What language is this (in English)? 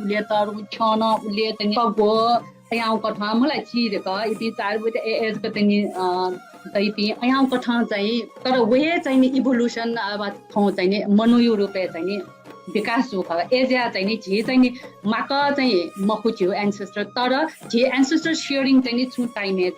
Newari